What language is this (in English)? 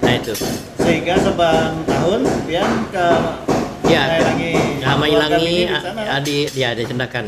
Banjar